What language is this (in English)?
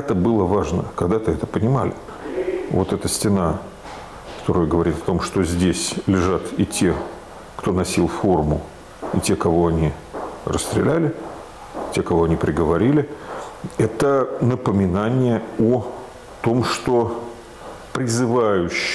Russian